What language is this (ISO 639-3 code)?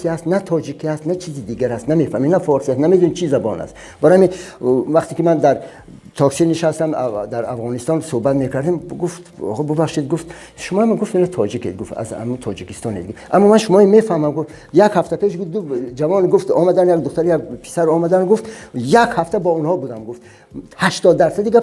tgk